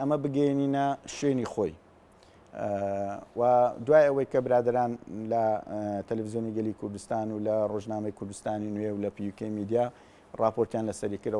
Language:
Central Kurdish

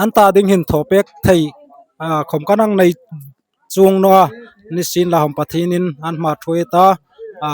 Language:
Hmar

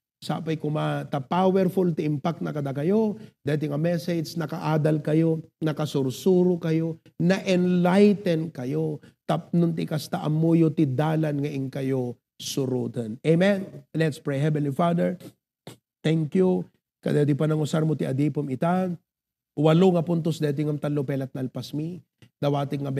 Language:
Iloko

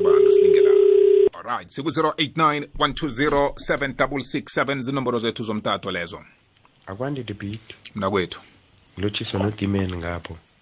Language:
South Ndebele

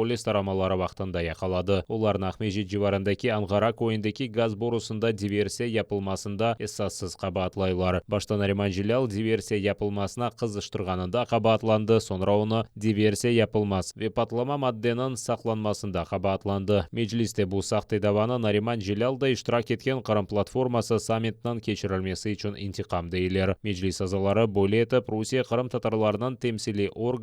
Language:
Crimean Tatar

